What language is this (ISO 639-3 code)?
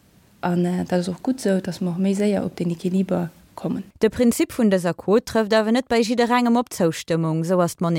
ltz